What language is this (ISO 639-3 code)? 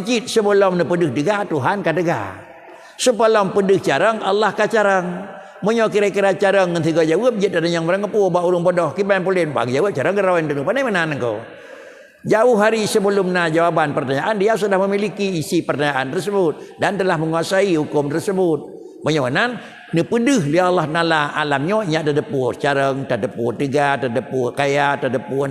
ace